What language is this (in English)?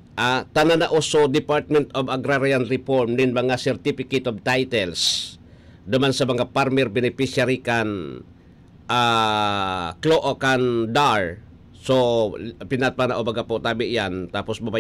Bikol